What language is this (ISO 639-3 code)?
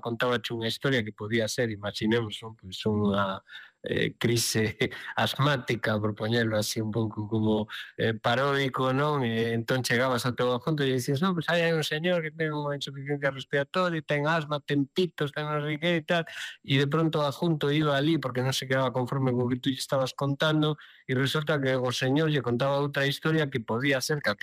glg